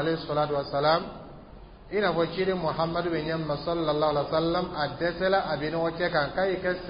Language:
Dyula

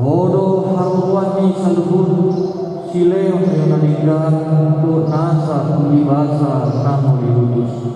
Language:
Batak Toba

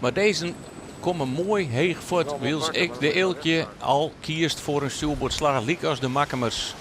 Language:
Western Frisian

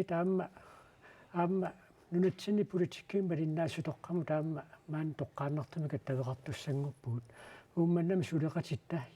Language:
Kalaallisut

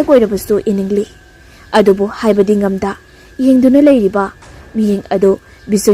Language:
Manipuri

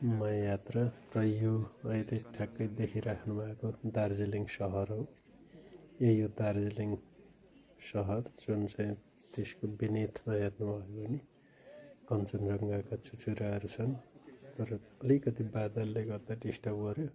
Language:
Nepali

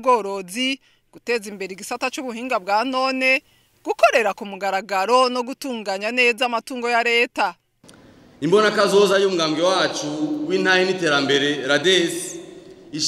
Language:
Rundi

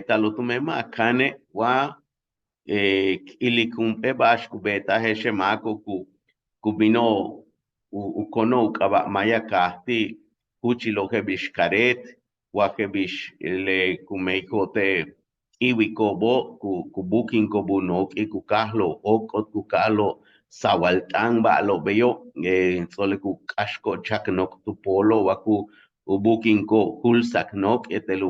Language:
Yucateco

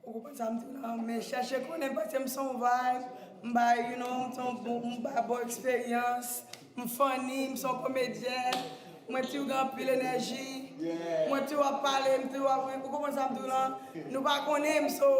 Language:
Haitian Creole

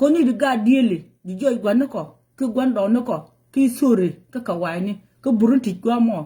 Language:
Nuer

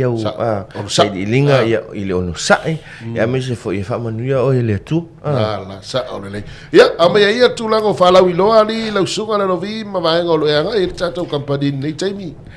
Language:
Samoan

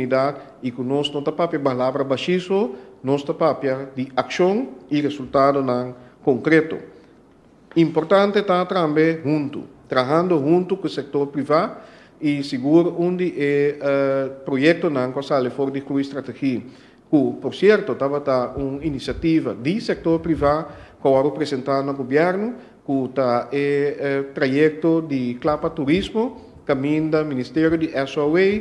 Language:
Papiamento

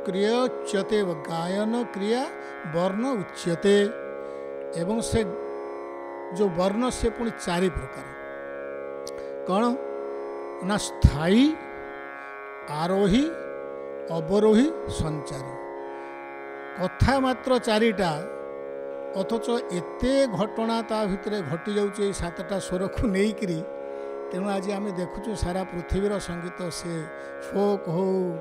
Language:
Odia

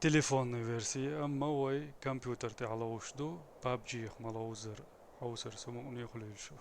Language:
Chechen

